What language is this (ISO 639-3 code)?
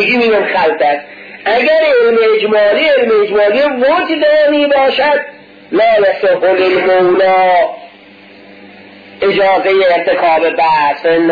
fas